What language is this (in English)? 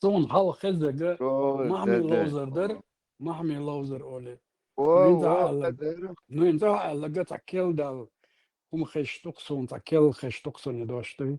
Chechen